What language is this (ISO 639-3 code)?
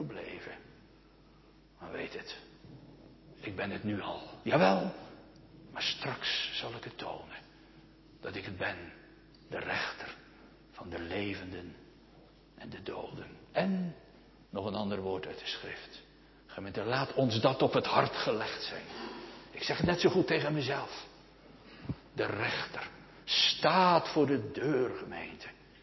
nld